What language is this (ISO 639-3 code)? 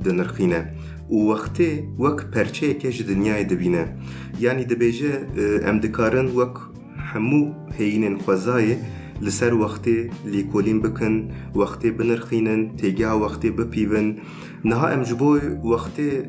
kur